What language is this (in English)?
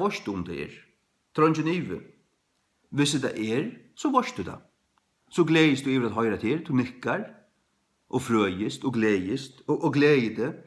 Faroese